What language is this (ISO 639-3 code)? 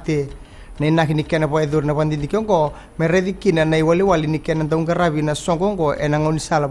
fij